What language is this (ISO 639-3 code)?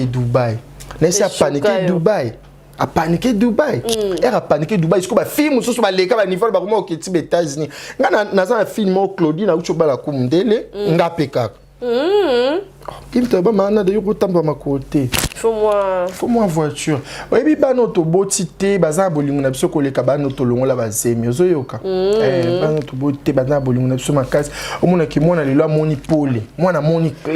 lin